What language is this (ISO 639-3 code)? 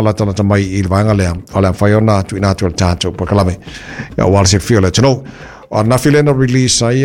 smo